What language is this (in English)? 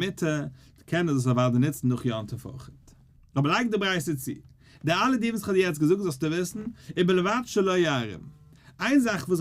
Yiddish